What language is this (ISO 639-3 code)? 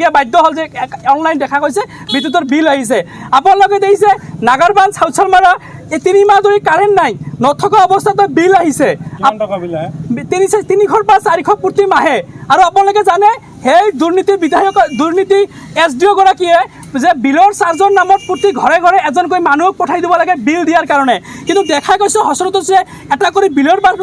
asm